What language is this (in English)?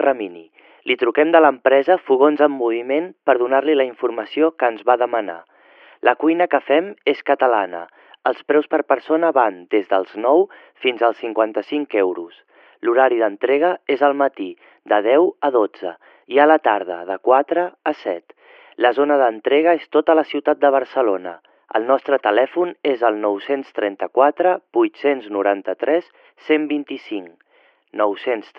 Catalan